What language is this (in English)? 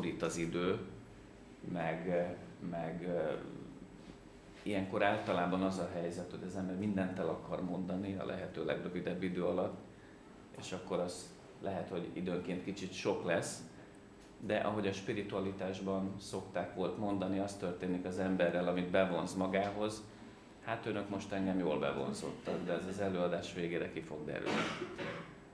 Hungarian